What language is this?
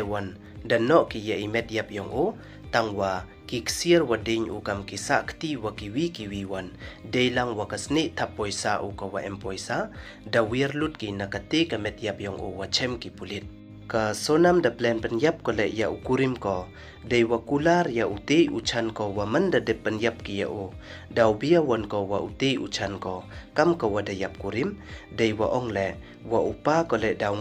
Pnar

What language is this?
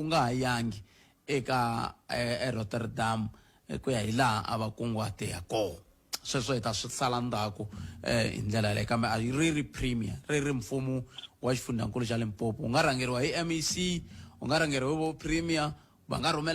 Tsonga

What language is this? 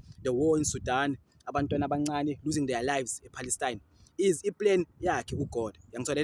Zulu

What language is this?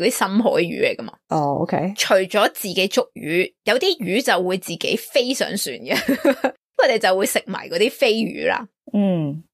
Cantonese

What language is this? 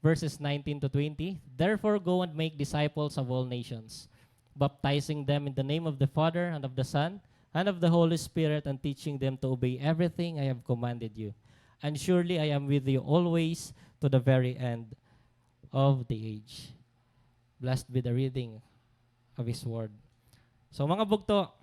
Waray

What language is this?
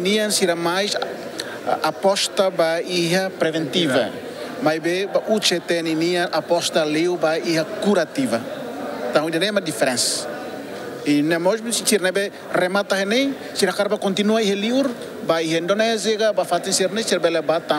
Tetum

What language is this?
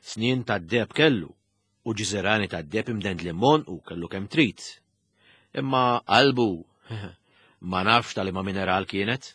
Maltese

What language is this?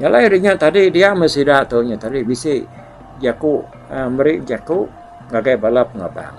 Iban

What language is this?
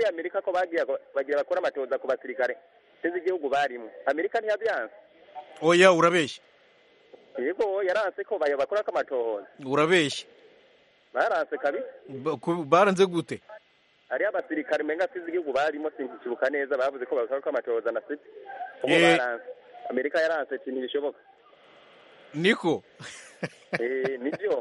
Kinyarwanda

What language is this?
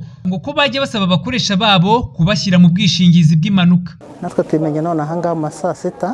Kinyarwanda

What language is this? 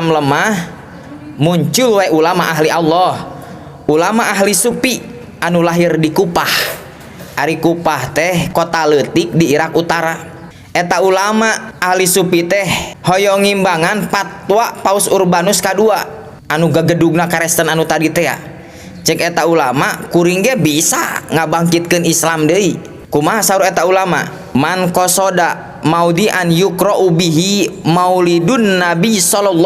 Sundanese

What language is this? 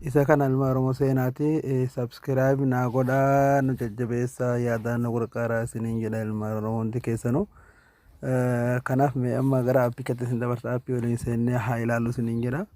Oromo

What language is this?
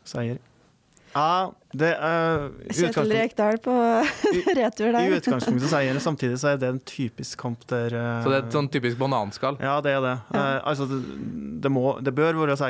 Norwegian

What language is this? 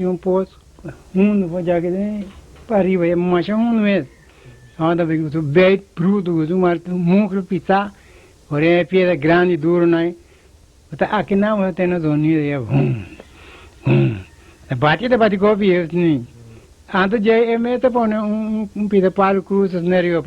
Papiamento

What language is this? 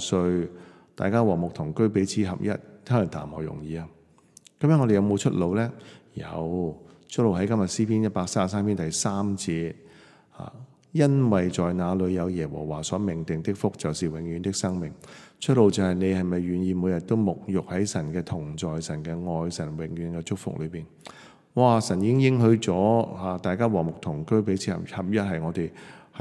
Cantonese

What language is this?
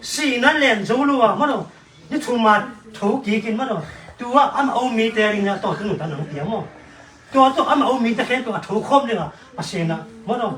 Tedim Chin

